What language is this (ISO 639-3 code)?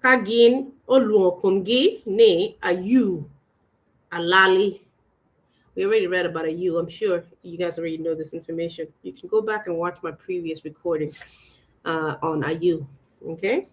ach